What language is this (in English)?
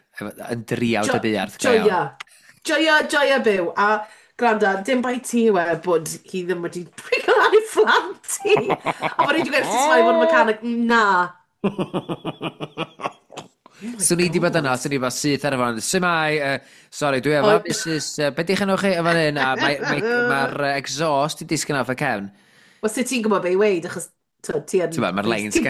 Welsh